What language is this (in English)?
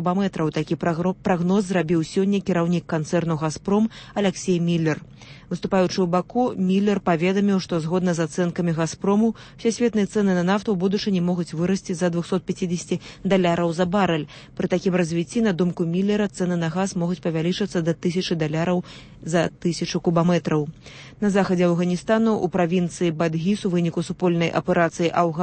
Belarusian